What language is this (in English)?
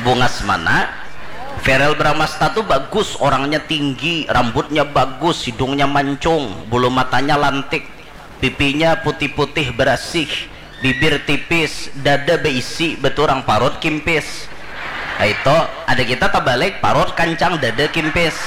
Banjar